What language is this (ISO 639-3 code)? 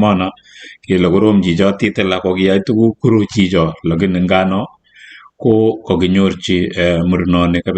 kln